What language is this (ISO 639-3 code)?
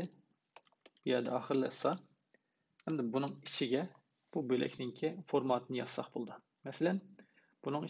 uig